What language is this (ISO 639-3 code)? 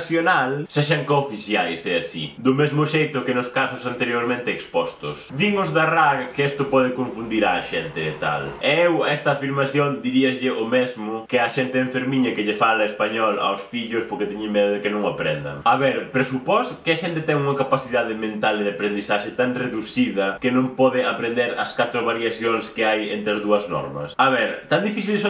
glg